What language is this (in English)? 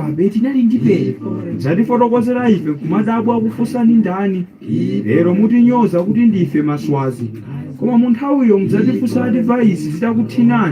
Nyanja